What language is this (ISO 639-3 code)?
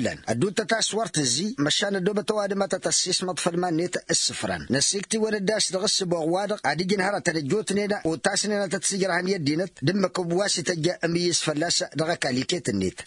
taq